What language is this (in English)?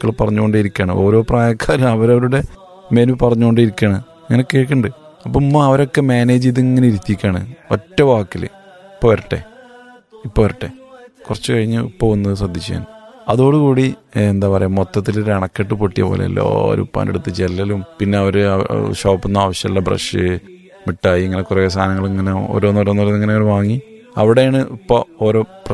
Malayalam